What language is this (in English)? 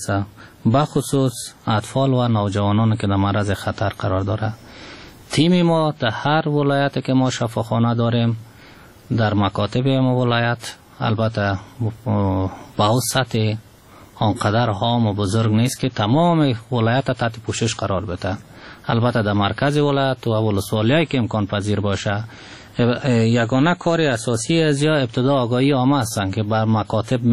Persian